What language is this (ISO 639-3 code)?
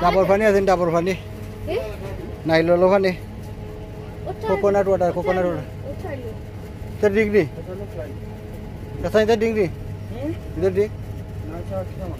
syl